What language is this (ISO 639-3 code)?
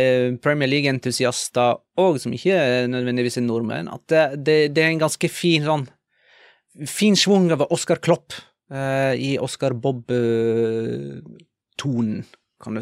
nor